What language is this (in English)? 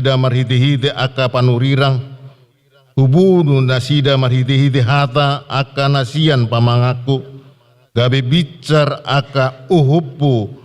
Batak Toba